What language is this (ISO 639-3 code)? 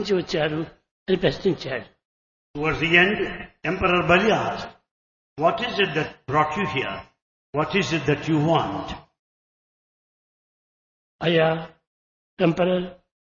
tel